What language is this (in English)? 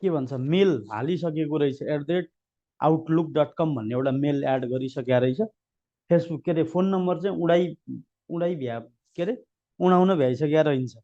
Nepali